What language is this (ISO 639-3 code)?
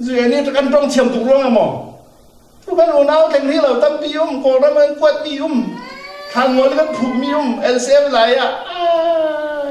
cfm